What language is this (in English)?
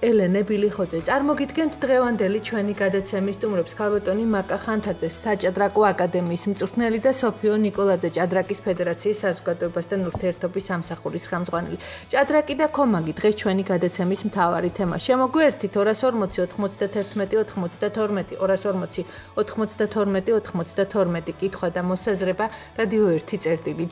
Georgian